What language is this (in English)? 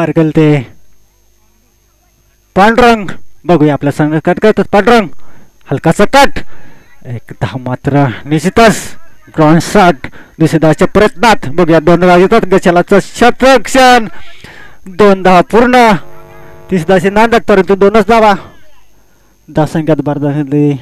Marathi